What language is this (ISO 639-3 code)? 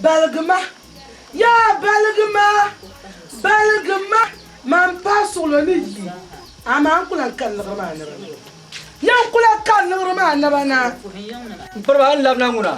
dag